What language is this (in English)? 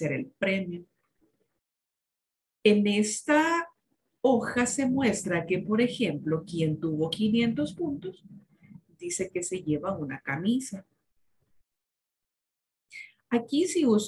Spanish